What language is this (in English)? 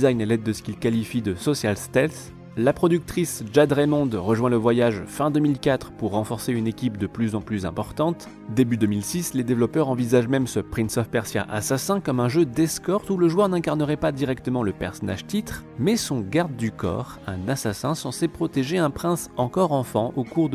French